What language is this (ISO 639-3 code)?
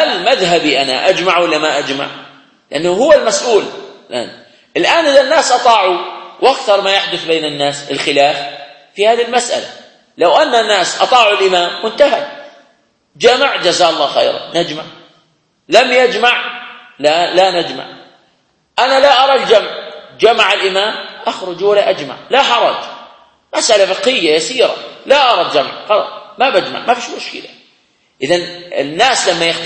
ara